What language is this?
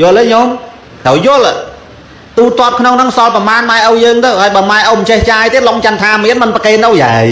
Khmer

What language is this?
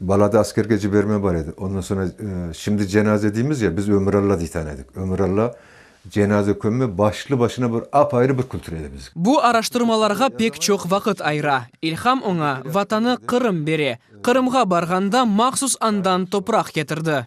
Crimean Tatar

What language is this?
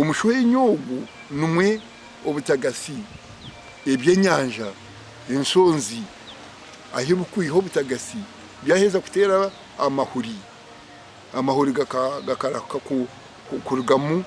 Nyankole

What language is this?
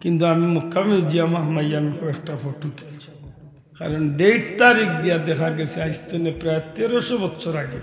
Sylheti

